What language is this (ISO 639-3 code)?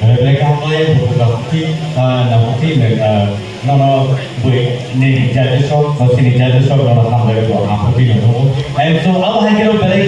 trp